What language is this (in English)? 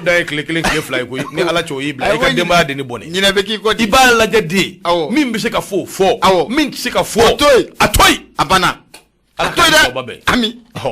Bambara